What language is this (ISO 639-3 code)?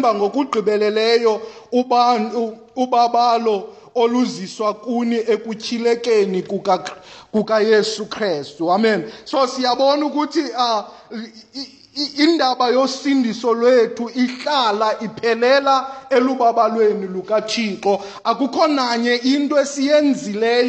xho